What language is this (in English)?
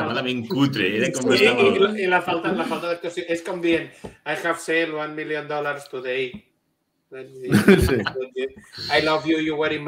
Catalan